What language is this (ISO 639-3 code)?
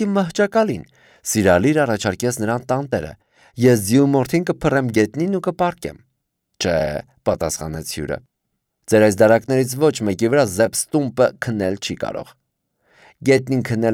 hye